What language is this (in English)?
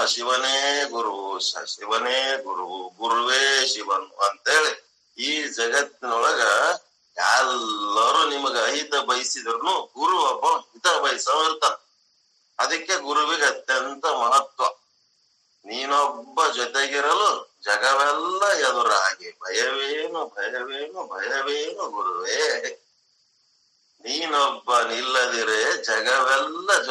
Kannada